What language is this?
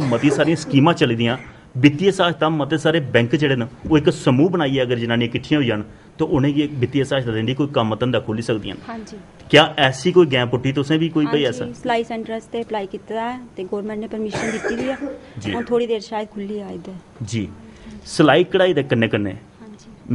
Dogri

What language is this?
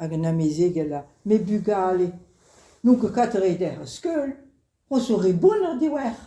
Breton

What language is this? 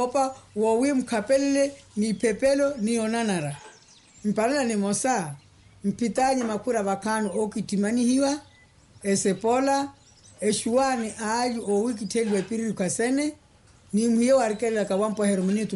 Makhuwa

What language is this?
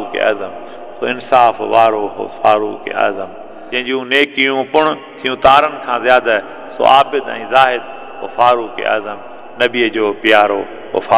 Sindhi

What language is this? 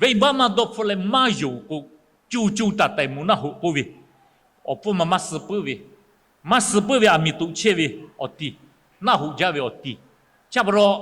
Lahu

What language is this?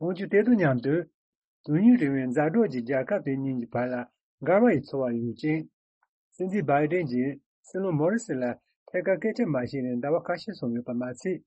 Tibetan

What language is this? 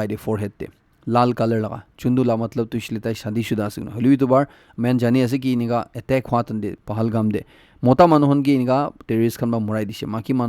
Naga Pidgin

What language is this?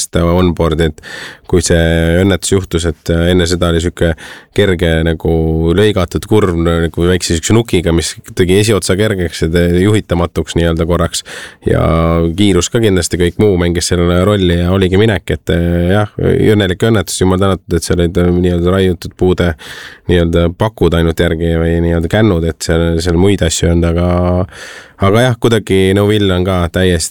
Estonian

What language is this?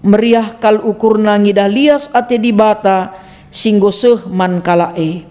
Batak Karo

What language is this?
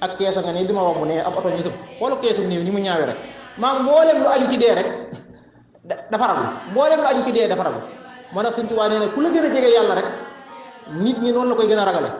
Wolof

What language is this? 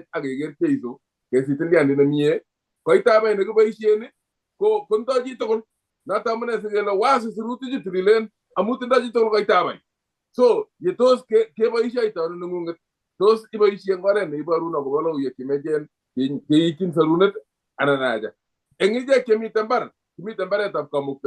Kalenjin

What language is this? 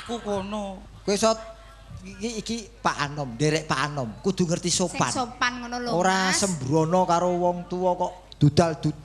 Javanese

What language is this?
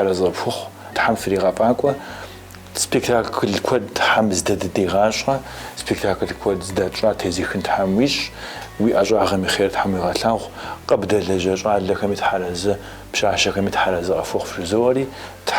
Kabardian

